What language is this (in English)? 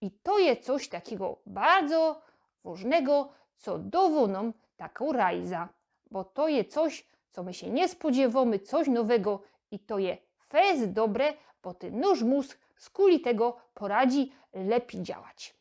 Silesian